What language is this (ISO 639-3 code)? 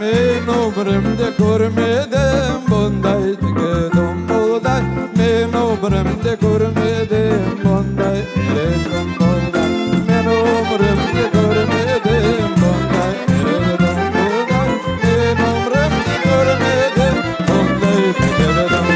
crh